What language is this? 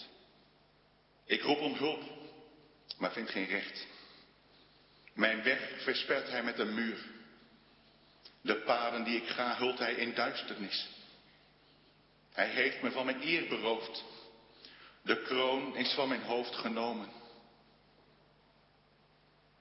Dutch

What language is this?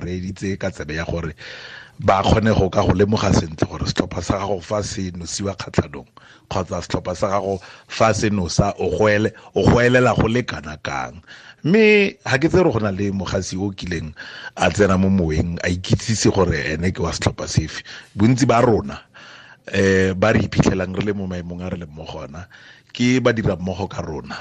Tswana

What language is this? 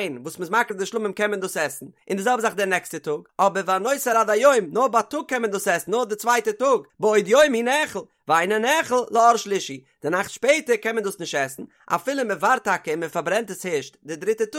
Yiddish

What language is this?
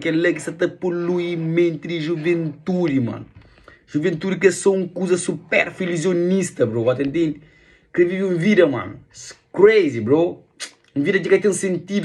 Kabuverdianu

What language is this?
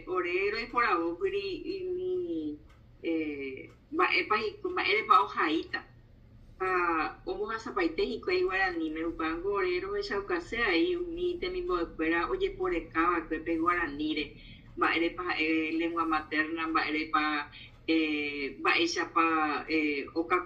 Guarani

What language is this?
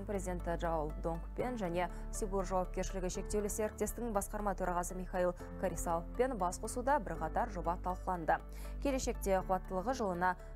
Kazakh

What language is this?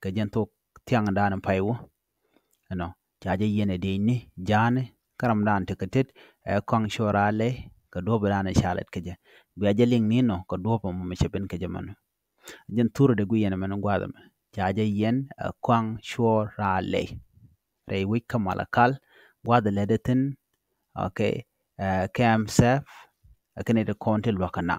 Nuer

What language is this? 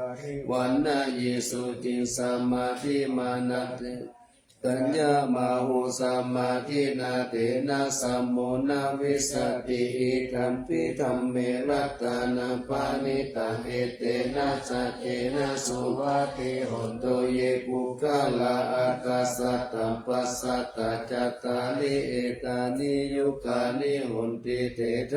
Pali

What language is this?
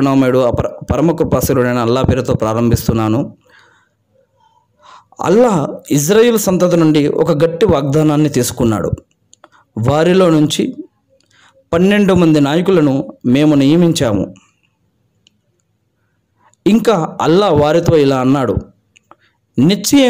Telugu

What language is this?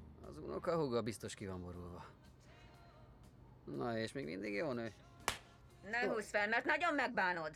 Hungarian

